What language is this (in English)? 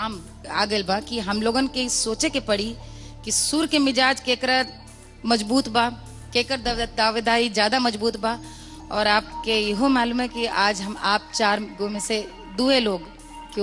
Bhojpuri